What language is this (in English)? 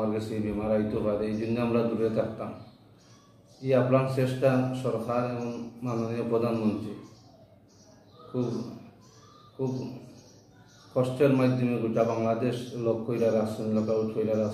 Bangla